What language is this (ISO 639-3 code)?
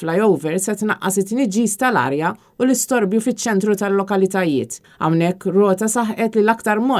mlt